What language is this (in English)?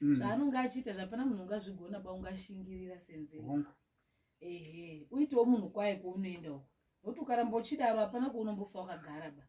Shona